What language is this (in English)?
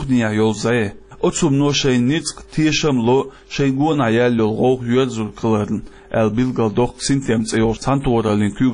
Chechen